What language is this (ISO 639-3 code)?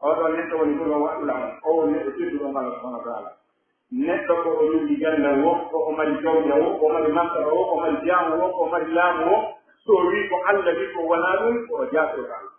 fuf